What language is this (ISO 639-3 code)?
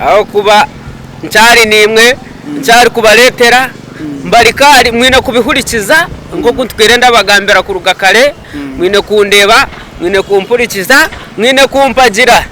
nyn